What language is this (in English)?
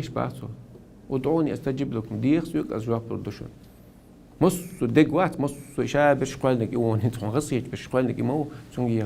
Chechen